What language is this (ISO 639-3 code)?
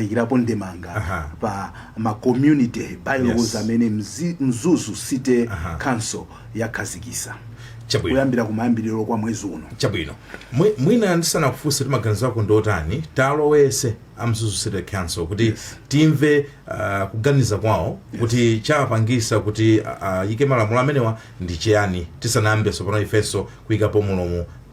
nya